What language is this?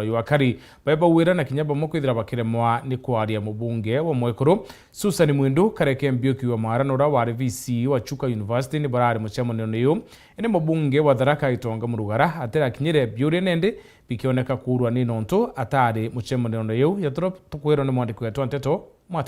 Meru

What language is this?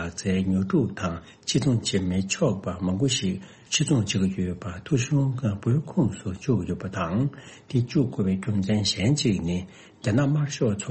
Tibetan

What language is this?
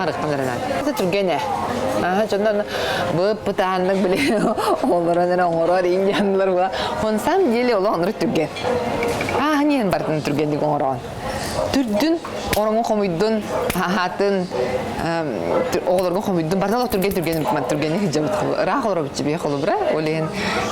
Yakut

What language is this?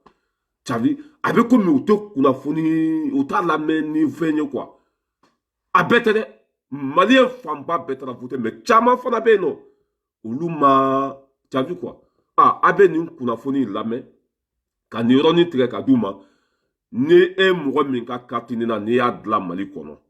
Bambara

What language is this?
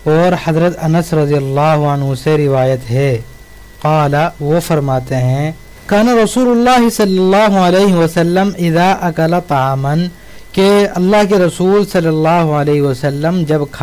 Urdu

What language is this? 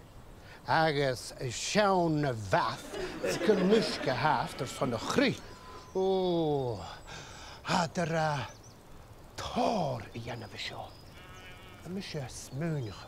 Scottish Gaelic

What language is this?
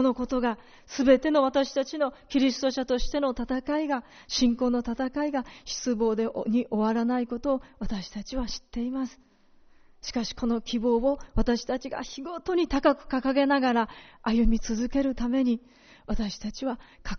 Japanese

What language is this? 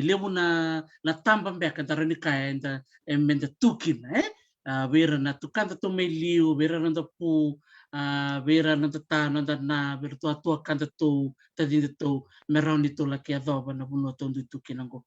Fijian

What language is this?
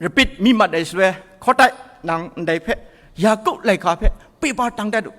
Kachin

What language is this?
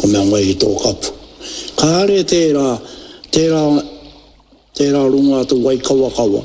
Māori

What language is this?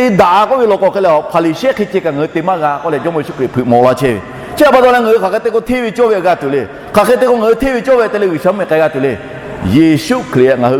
Lahu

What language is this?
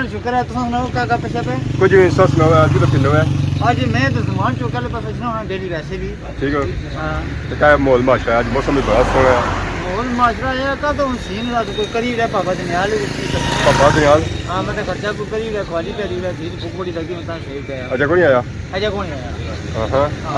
Pahari-Potwari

